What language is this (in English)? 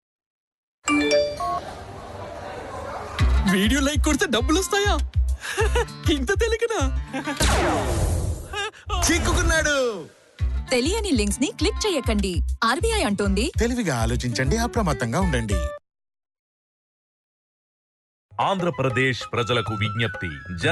Telugu